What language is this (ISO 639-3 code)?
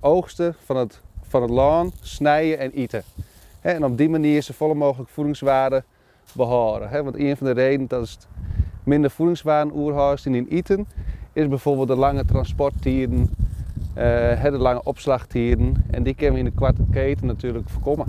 fry